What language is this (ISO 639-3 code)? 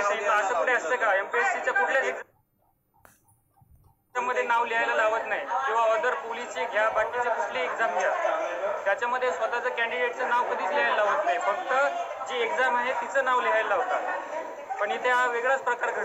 mar